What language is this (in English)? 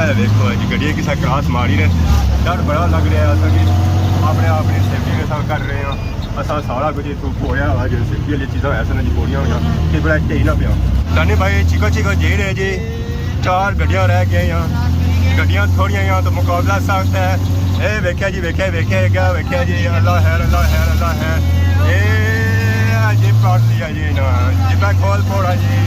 Pahari-Potwari